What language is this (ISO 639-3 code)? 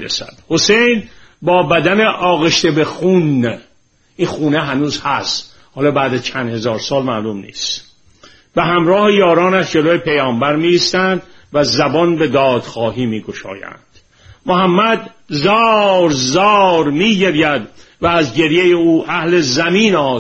fas